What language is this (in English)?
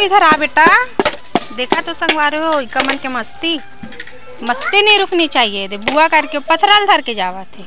Chhattisgarhi